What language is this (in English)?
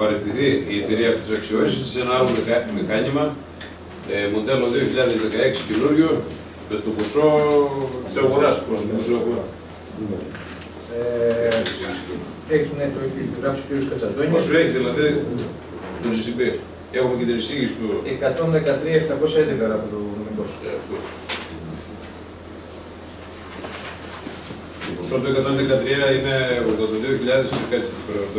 Greek